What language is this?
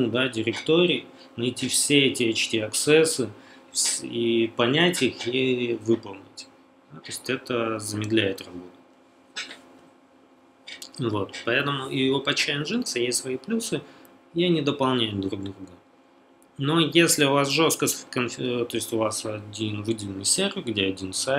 Russian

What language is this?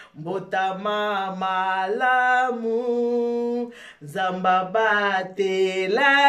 Lingala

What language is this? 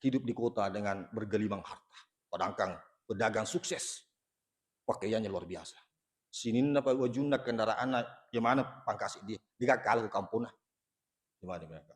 Buginese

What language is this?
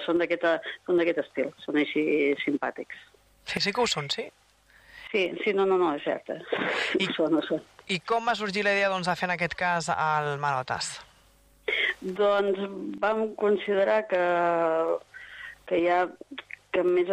Catalan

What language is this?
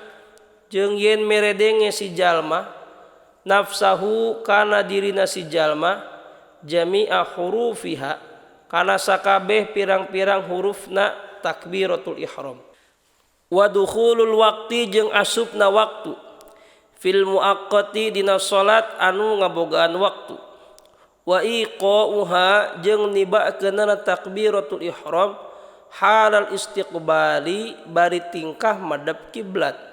Sundanese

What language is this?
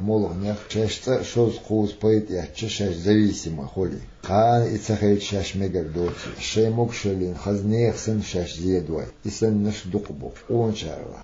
Chechen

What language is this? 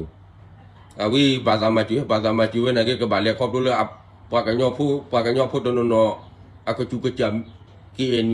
S'gaw Karen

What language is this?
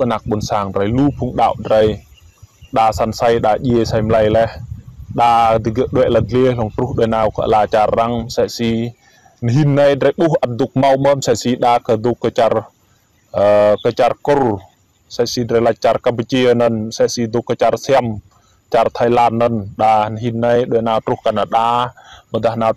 Rade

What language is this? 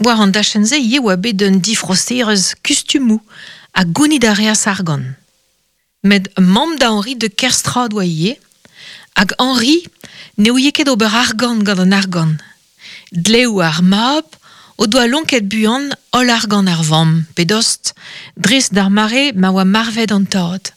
Breton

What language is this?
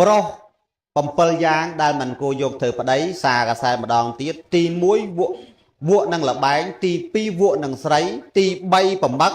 Khmer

